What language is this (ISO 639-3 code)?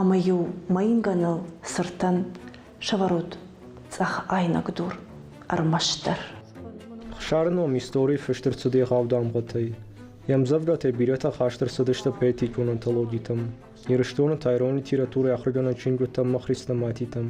oss